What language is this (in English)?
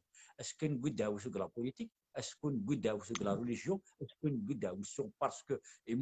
Kabyle